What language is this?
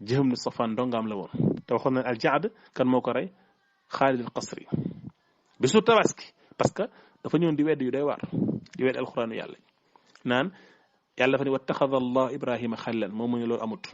Wolof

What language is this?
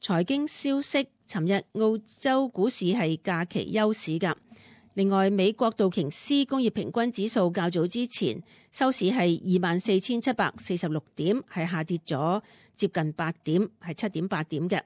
Cantonese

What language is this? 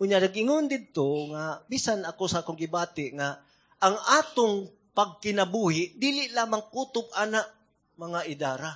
Cebuano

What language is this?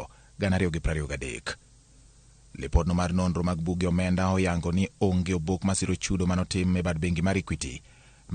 Luo (Kenya and Tanzania)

